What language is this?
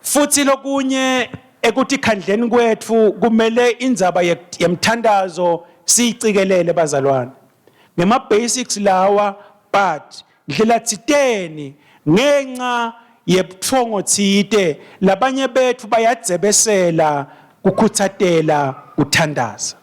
Swati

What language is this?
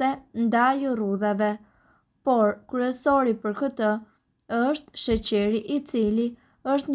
Albanian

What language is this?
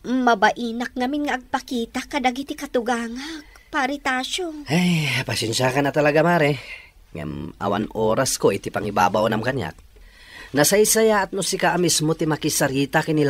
Iloko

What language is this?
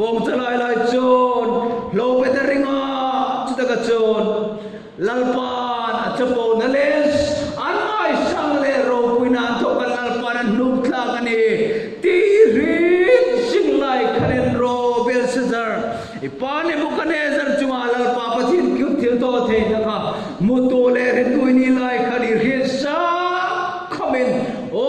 Hmar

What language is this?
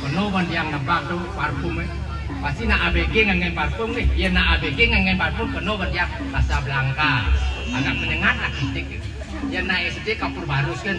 Balinese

